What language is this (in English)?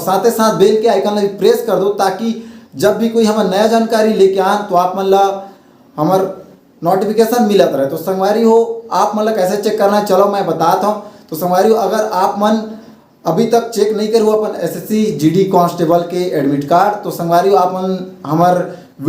Chhattisgarhi